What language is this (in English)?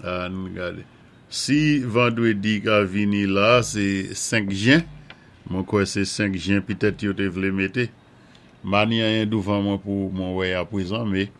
Saint Lucian Creole French